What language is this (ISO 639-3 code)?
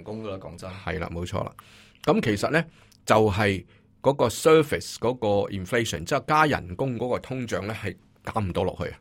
yue